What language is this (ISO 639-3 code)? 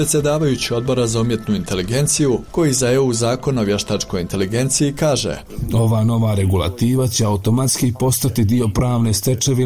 bos